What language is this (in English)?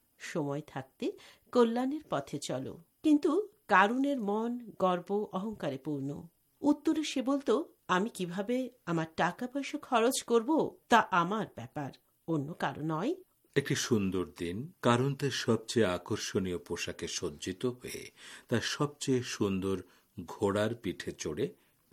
Bangla